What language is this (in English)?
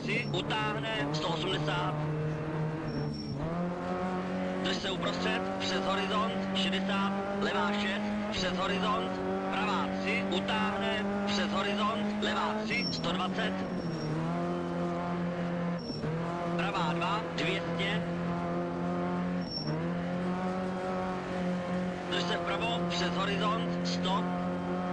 Czech